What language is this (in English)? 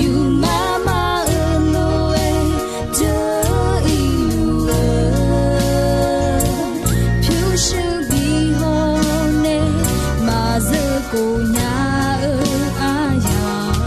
Akha